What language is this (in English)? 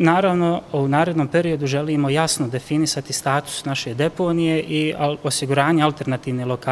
Bosnian